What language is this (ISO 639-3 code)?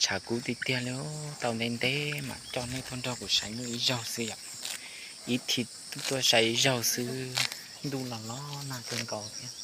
hmn